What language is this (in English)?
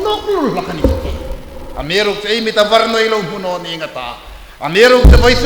Hmar